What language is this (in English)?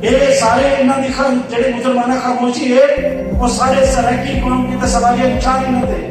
Saraiki